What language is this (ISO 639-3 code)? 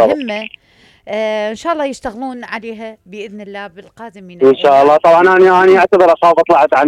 acm